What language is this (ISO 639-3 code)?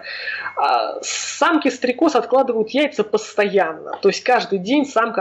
rus